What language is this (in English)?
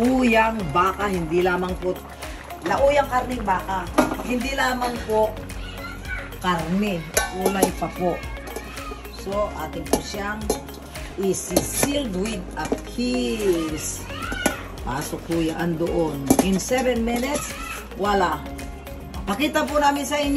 Filipino